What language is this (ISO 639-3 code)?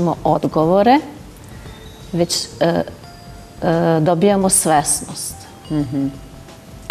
srp